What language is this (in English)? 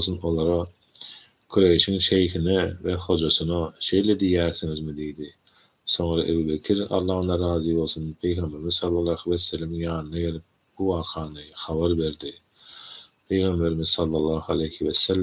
Turkmen